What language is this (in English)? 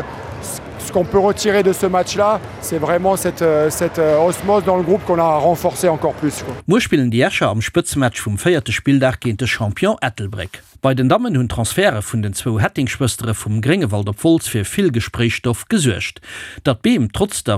Luxembourgish